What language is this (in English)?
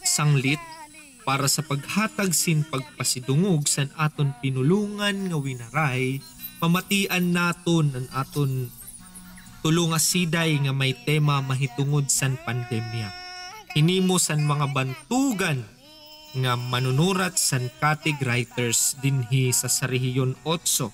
Waray